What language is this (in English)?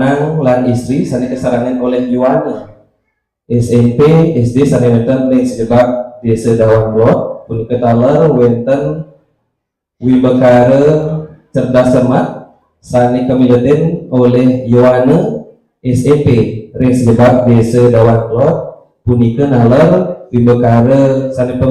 Balinese